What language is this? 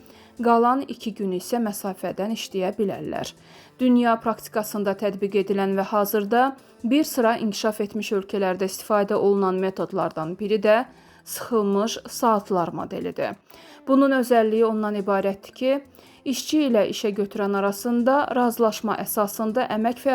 Azerbaijani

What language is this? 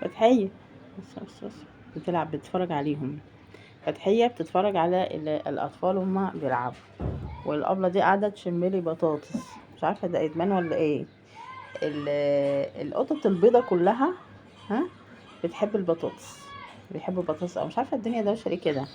Egyptian Arabic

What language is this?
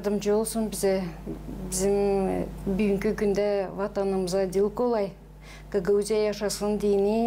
Gagauz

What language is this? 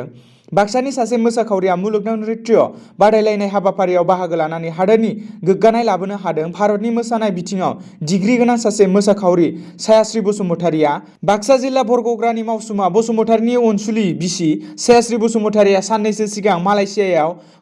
Bodo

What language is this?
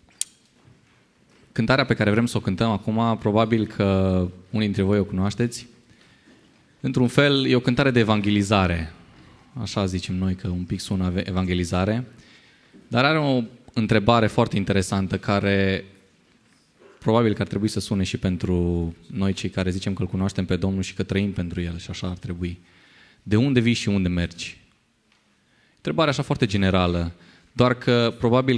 Romanian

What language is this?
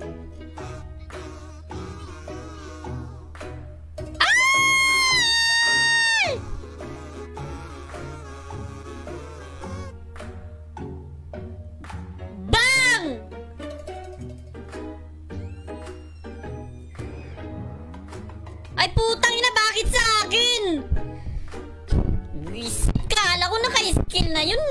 Filipino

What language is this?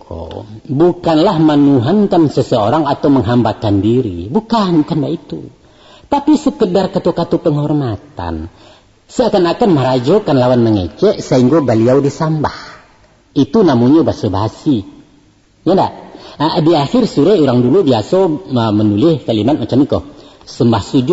Minangkabau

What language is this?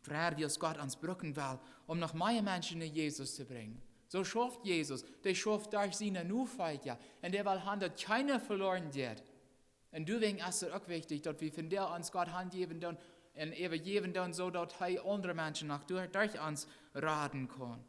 Plautdietsch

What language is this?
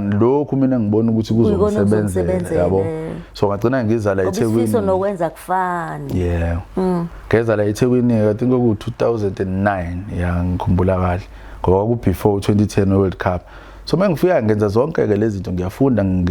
Zulu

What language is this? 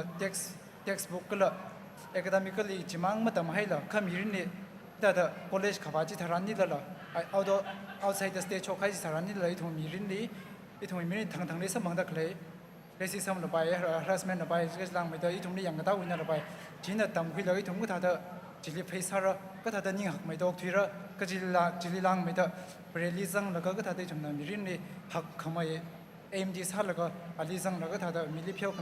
Tangkhul Naga (India)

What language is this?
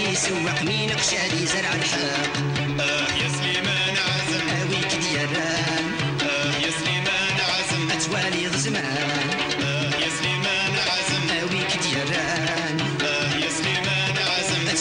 Kabyle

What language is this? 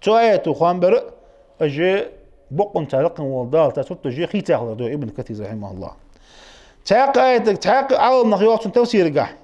Ingush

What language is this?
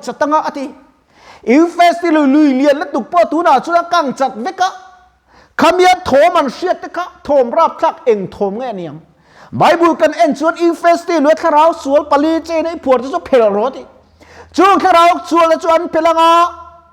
Mizo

